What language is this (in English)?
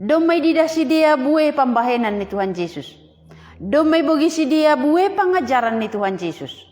Batak Simalungun